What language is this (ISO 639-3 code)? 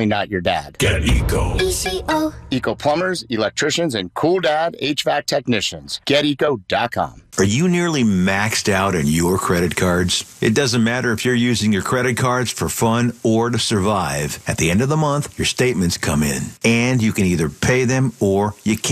eng